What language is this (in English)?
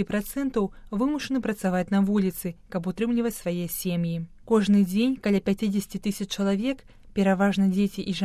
Belarusian